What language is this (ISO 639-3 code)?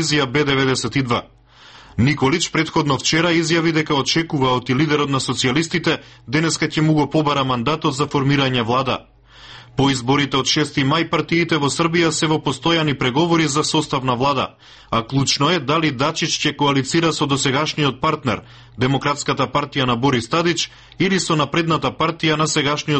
mkd